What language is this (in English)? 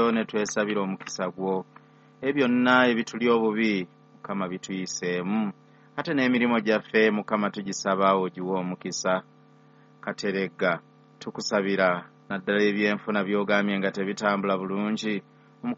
Ganda